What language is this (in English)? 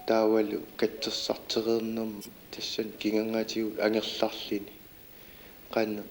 Kalaallisut